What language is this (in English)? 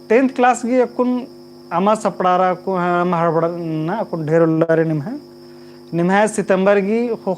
Kurukh